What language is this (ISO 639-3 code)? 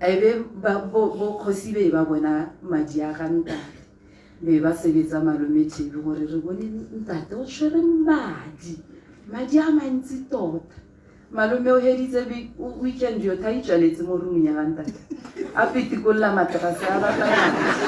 tsn